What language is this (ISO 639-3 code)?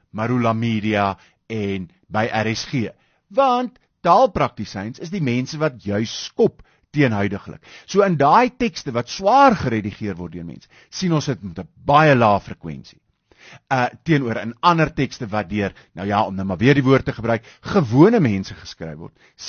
afr